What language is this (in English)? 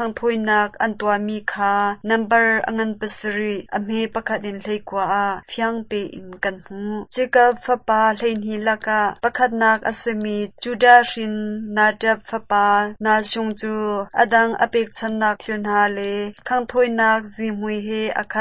Hakha Chin